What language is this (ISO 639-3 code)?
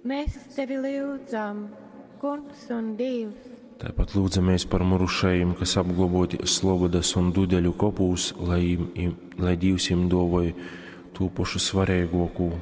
ltg